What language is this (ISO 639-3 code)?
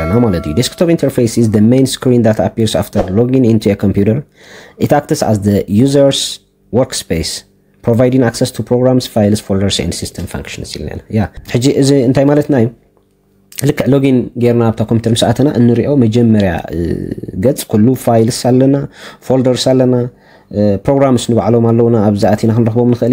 tir